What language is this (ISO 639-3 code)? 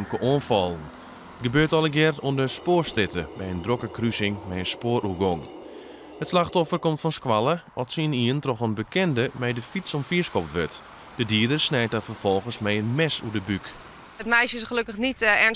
fry